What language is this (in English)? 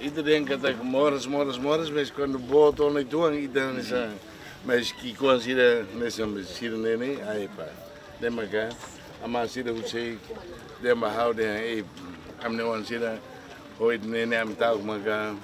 Tetum